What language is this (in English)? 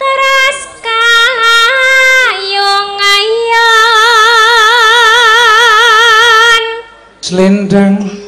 Javanese